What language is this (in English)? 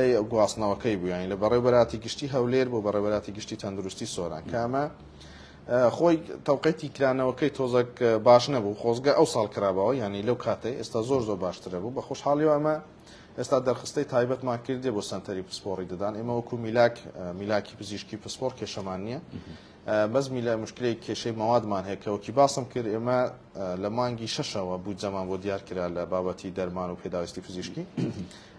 Central Kurdish